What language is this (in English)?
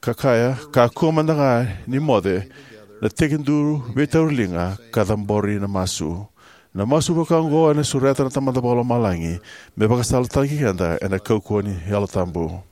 Fijian